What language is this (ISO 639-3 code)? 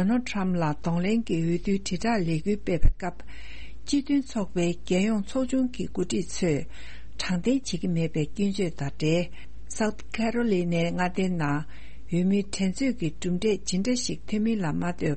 bod